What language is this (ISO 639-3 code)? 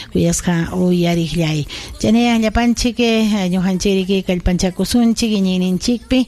quy